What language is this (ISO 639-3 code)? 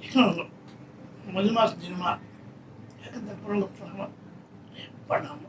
div